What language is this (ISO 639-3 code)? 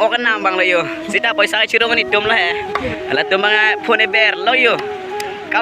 mjw